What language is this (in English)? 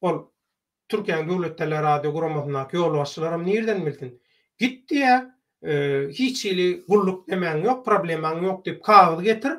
Turkmen